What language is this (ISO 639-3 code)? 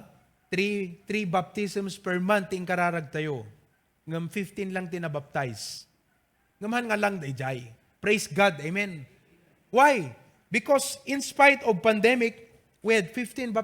ilo